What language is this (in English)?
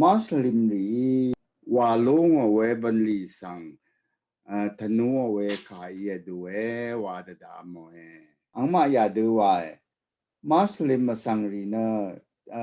Rawang